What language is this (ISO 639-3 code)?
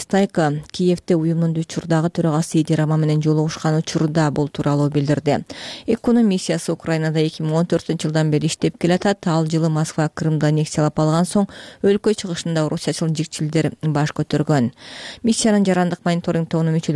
kir